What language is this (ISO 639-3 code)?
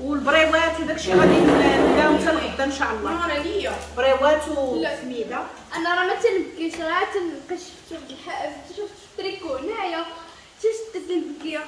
ary